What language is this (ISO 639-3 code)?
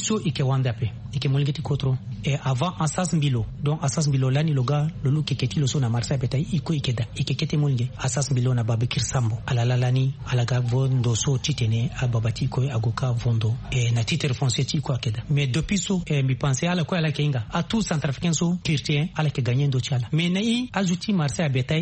sag